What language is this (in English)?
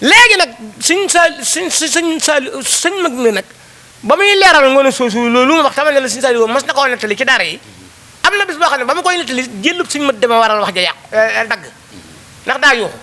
Wolof